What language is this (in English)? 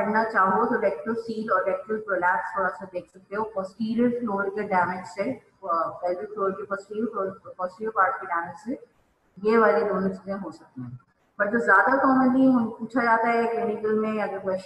Hindi